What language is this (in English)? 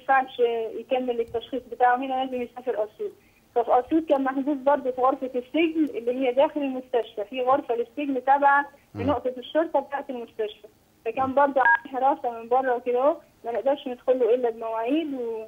Egyptian Arabic